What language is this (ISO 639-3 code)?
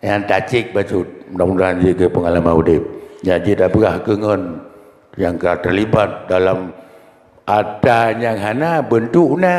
ace